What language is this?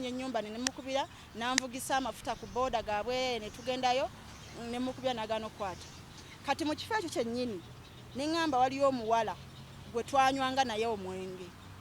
Ganda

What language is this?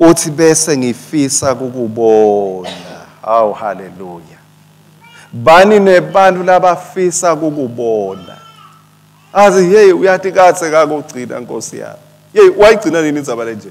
Swati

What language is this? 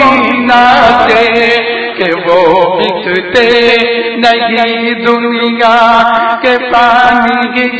Urdu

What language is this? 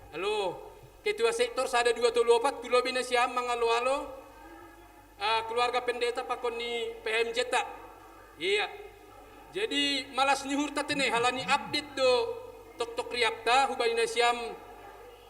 Batak Simalungun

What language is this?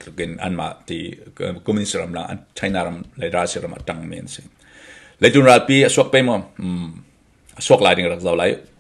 Falam Chin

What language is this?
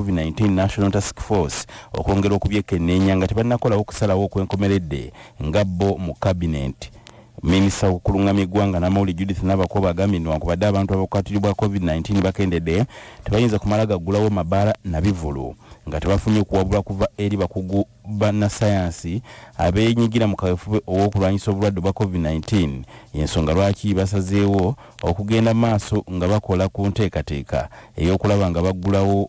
Ganda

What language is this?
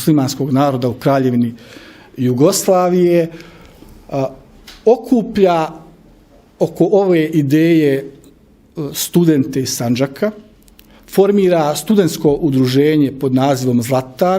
Bosnian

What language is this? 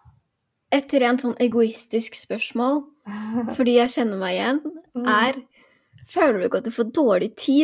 Norwegian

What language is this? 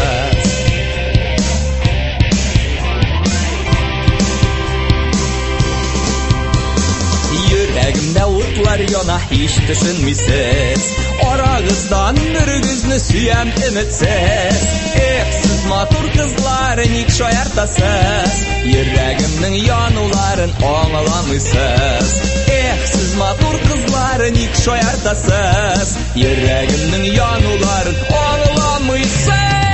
Tatar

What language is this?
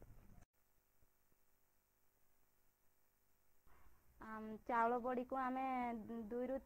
Odia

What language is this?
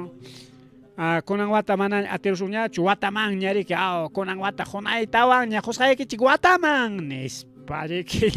Ayacucho Quechua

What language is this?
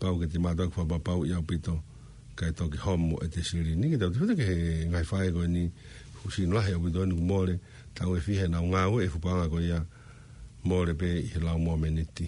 Tongan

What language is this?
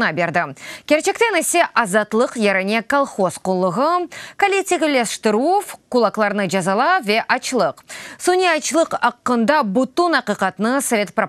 Crimean Tatar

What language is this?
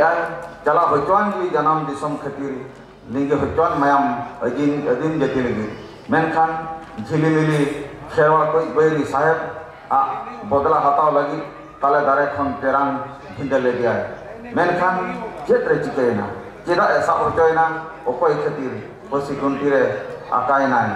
Santali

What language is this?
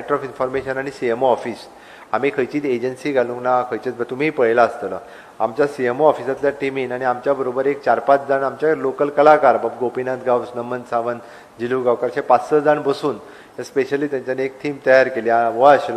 Konkani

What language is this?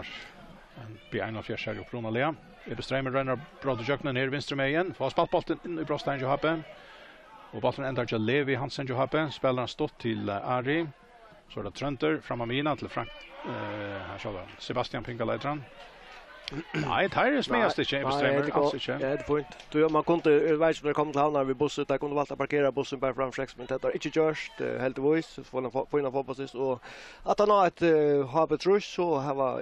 Faroese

